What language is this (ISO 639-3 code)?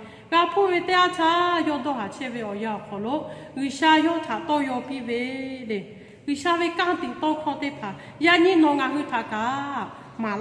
lhu